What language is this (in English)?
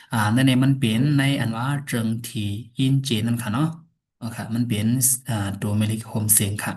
Shan